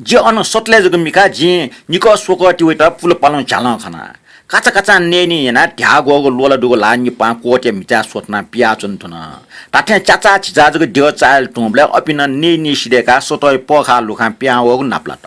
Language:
Newari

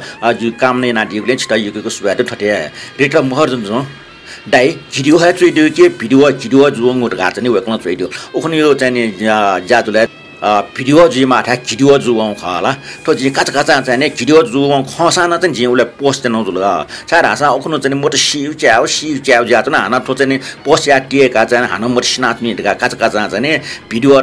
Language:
Newari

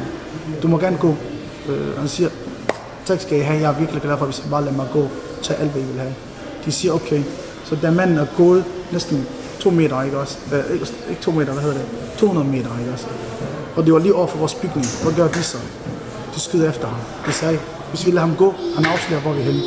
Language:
Danish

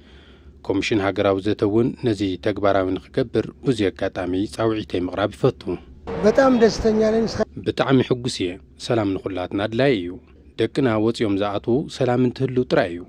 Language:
Tigrinya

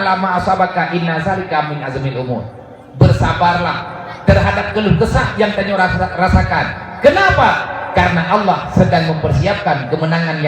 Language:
Achinese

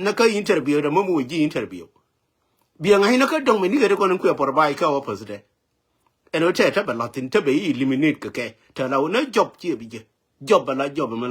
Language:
Nuer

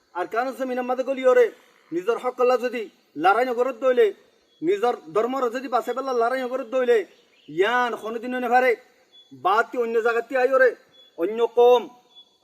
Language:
Rohingya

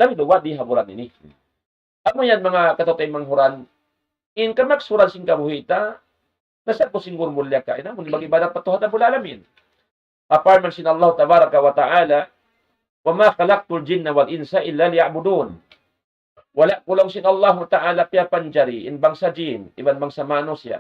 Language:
Tausug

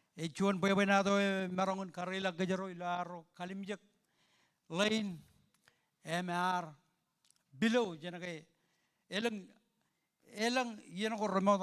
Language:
Marshallese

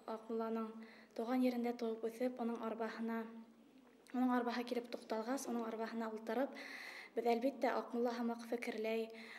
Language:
Bashkir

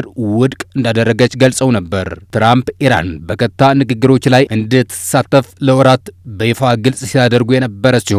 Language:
Amharic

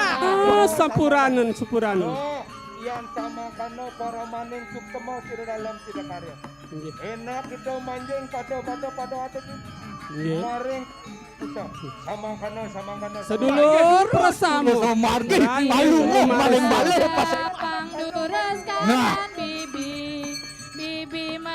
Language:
Balinese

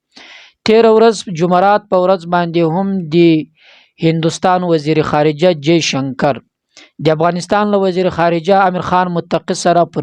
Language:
Pashto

